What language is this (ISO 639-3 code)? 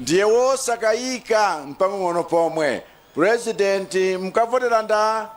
nya